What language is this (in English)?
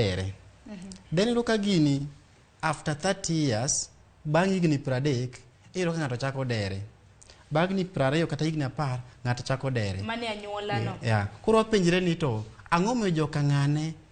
Luo (Kenya and Tanzania)